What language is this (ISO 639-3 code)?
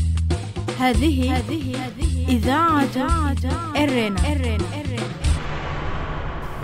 ara